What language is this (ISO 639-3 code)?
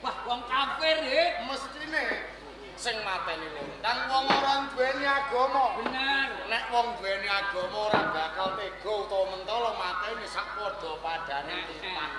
jav